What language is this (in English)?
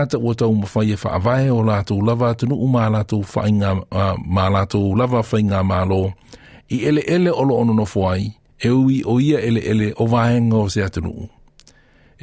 Samoan